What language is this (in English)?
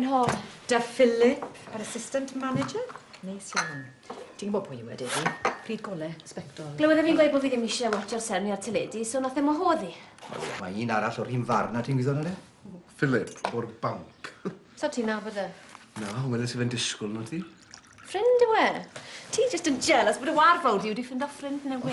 Welsh